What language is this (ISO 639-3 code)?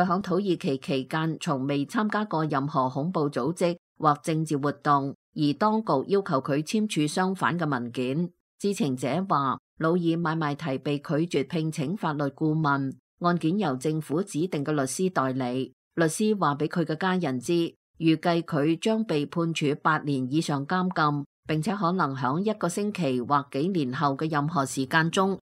yue